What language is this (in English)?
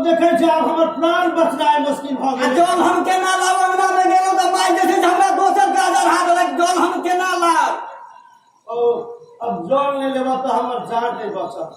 Maithili